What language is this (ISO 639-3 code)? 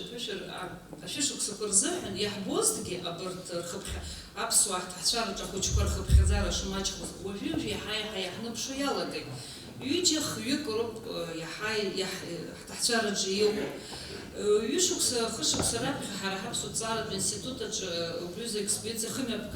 abk